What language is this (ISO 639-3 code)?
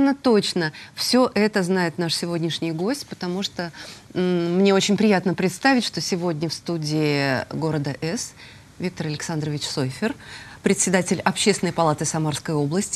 rus